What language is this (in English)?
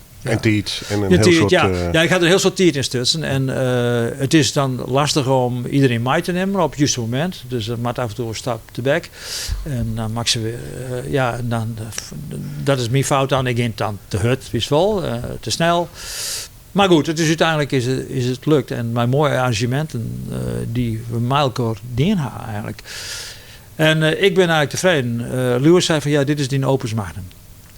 Western Frisian